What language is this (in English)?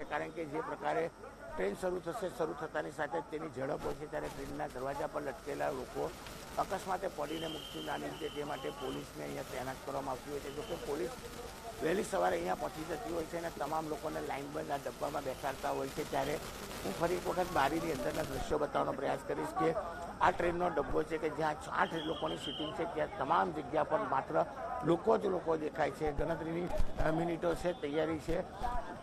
Gujarati